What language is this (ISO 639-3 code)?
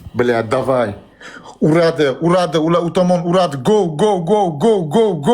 uzb